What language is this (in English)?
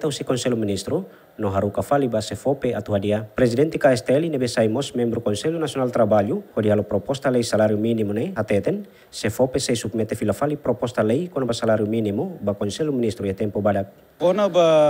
Tetum